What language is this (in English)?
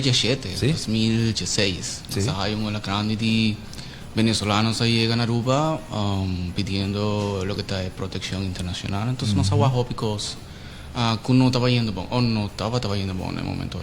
Papiamento